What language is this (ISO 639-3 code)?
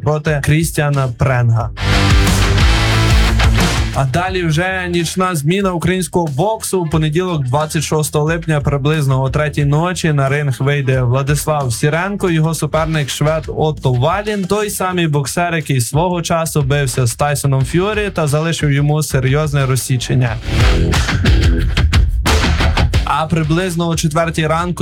ukr